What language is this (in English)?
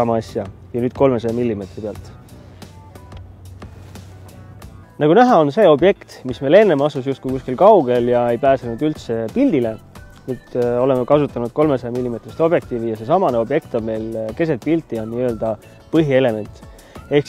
Estonian